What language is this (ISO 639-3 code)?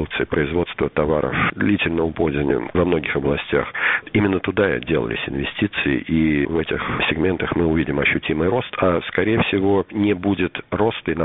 rus